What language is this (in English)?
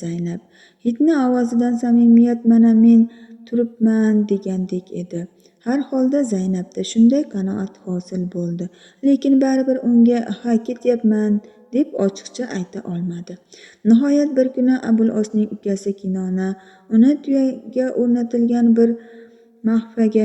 Uzbek